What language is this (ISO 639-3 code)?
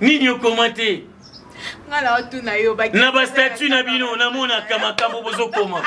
lin